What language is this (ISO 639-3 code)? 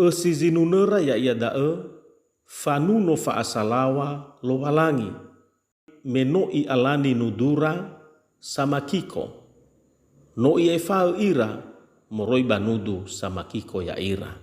nia